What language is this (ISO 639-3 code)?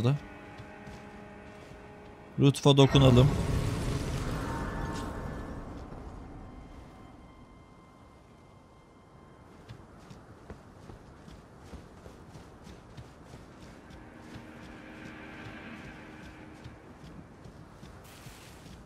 tur